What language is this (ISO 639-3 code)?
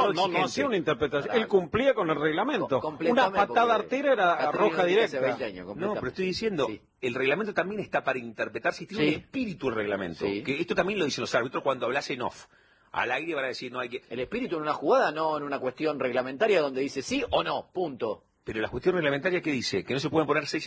spa